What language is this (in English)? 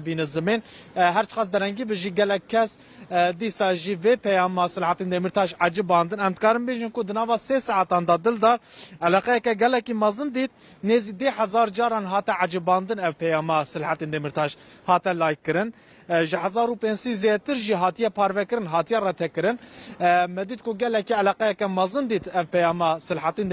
Kurdish